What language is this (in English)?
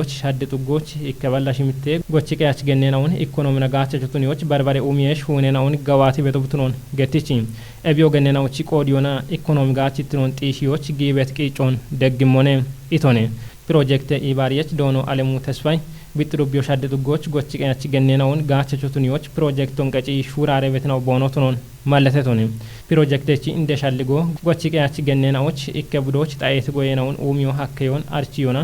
Kafa